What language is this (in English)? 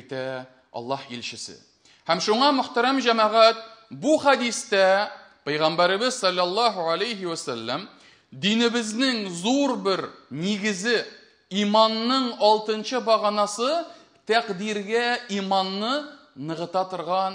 Tatar